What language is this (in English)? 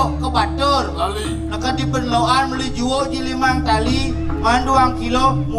Balinese